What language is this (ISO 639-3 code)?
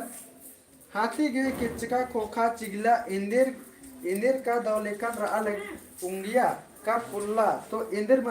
kru